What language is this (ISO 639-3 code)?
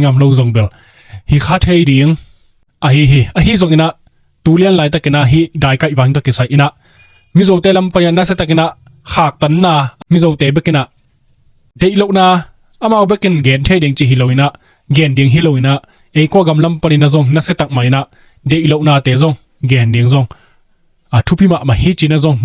ctd